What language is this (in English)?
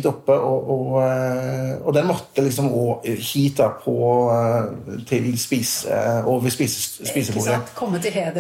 Norwegian